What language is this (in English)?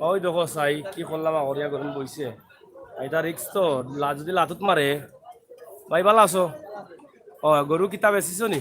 Sylheti